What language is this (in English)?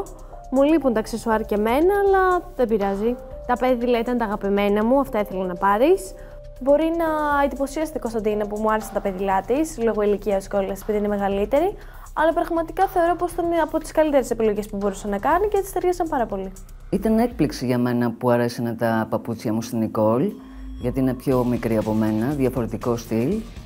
Greek